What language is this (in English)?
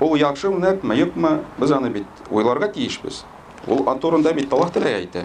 Tatar